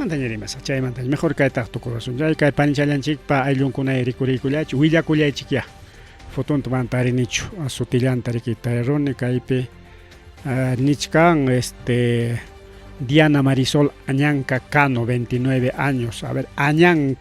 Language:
Ayacucho Quechua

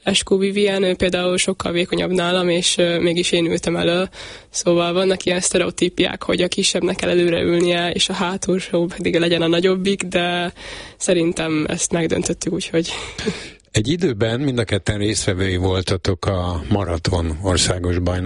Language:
Hungarian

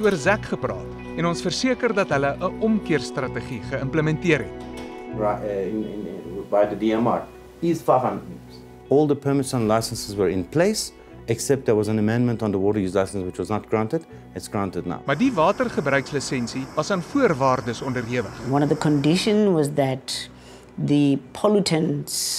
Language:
Afrikaans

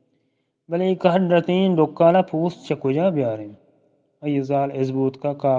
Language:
Eastern Balochi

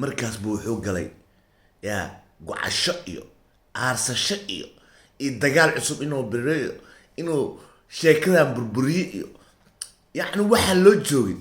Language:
Somali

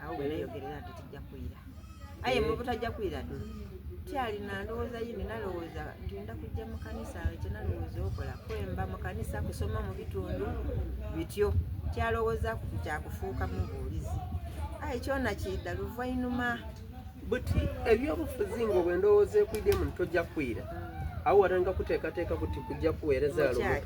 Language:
Soga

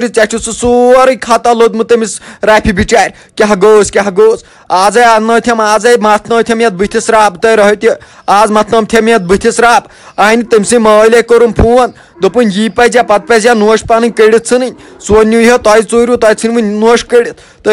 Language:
Kashmiri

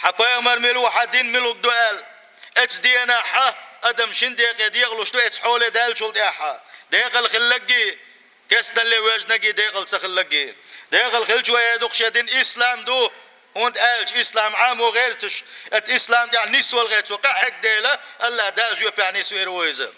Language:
Chechen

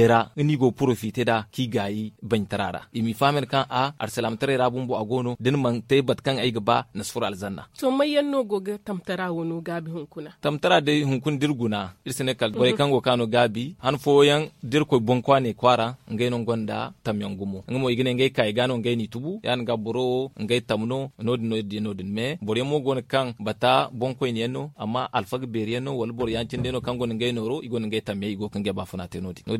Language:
Zarma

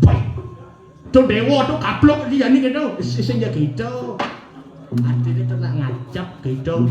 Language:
Balinese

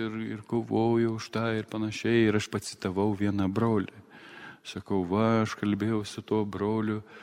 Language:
Lithuanian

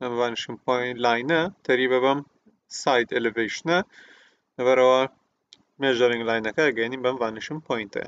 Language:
Central Kurdish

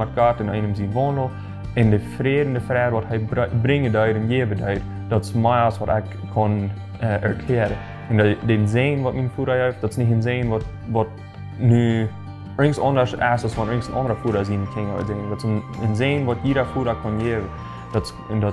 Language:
Plautdietsch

